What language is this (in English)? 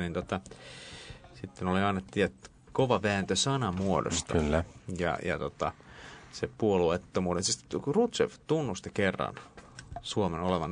Finnish